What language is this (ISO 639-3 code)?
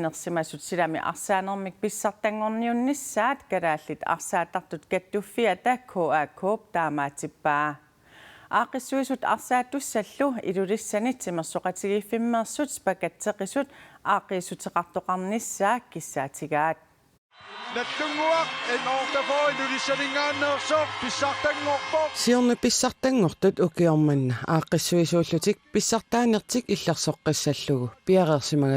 kal